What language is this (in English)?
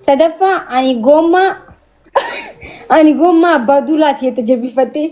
Oromo